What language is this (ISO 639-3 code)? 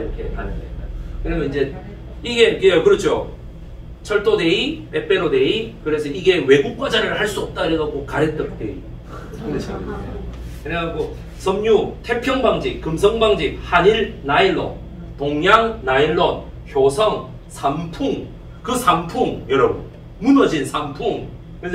kor